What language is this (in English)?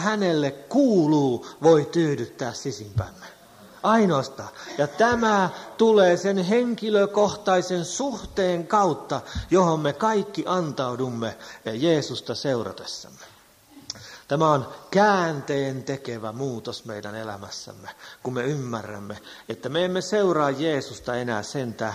Finnish